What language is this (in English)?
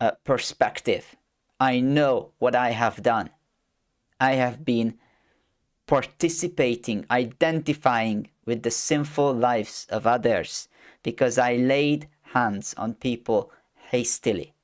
English